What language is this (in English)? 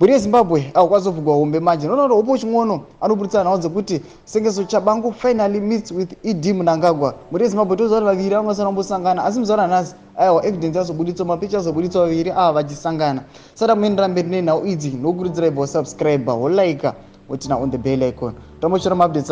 Shona